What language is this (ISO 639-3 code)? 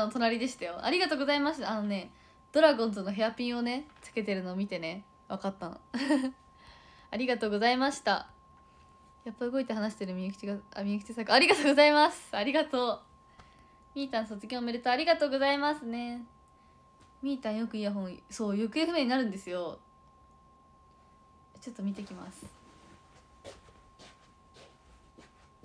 jpn